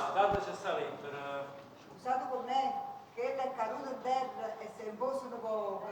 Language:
Neapolitan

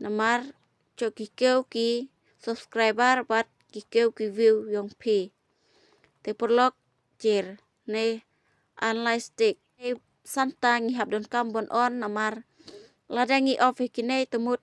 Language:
Khasi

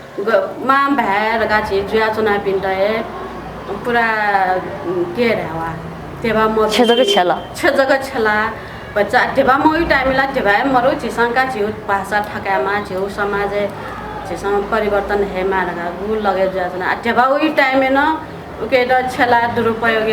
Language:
Newari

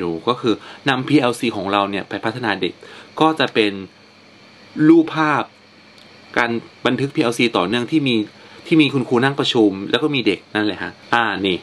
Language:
Thai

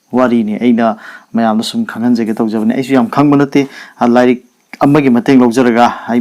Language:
Manipuri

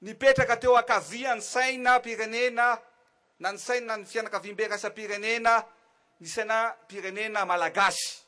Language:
Malagasy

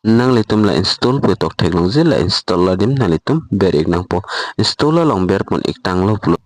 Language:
Karbi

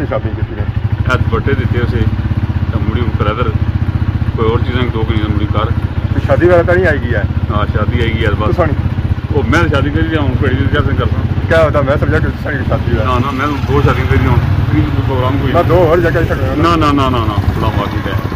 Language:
Pahari-Potwari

